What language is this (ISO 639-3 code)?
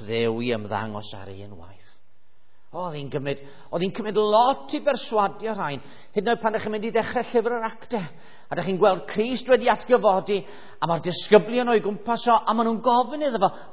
cym